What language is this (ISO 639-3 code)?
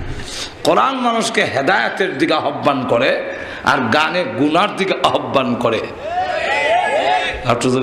ben